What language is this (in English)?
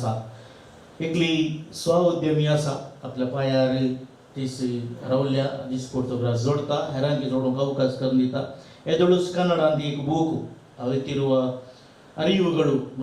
Konkani